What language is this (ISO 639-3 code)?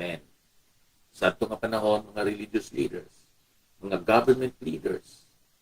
hil